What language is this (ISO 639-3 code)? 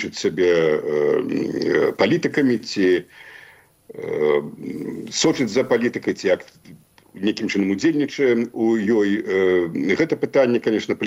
bel